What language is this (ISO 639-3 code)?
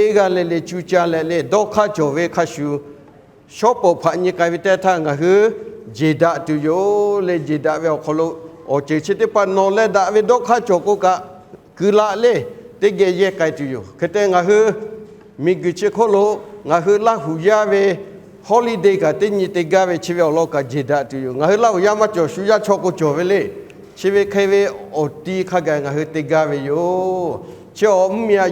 lhu